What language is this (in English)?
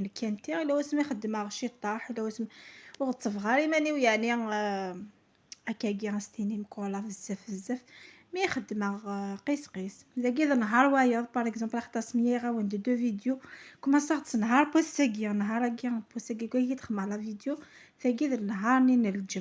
Kabyle